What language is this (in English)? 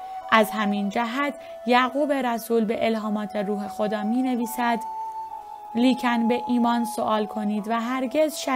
Persian